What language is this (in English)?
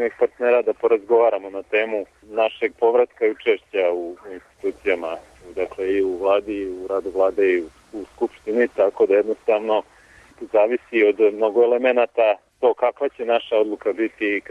Serbian